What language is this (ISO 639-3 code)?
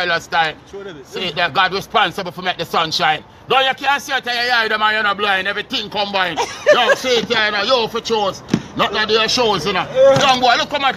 jam